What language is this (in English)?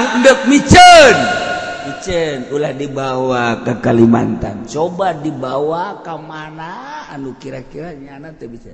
Sundanese